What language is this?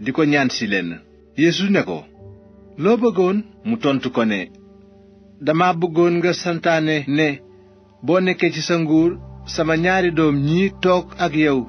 Wolof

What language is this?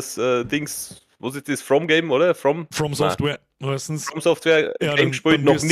Bavarian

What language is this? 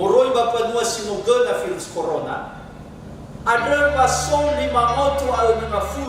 Nias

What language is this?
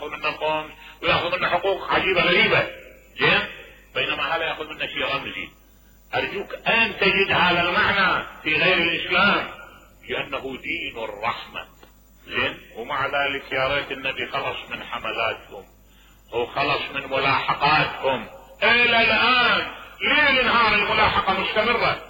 Mesopotamian Arabic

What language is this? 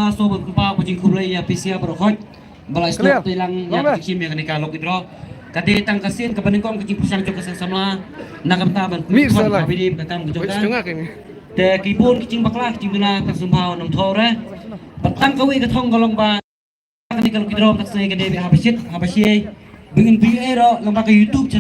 Khasi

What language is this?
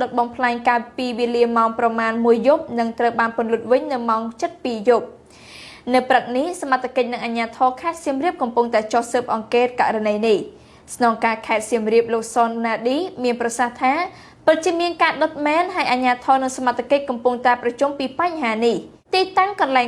Khmer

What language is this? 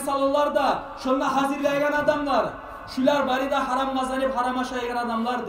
Kumyk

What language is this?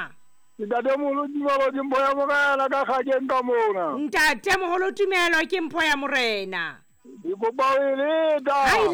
Southern Sotho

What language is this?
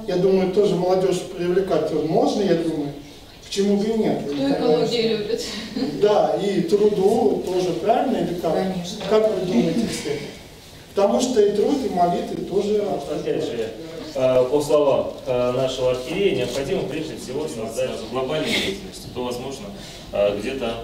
Russian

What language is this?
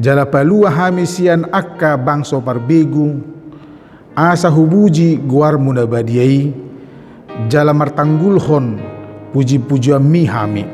Batak Toba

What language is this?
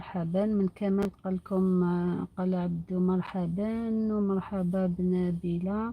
Algerian Arabic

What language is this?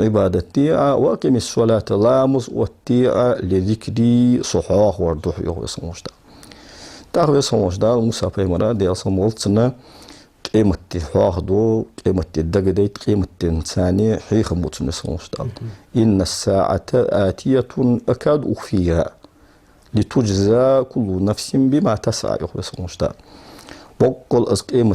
Ingush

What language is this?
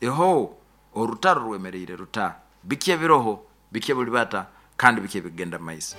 Nyoro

